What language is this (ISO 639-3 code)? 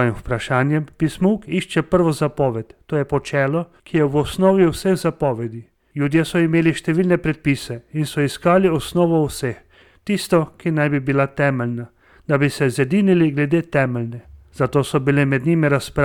slv